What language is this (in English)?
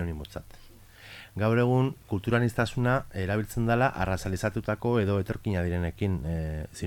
Basque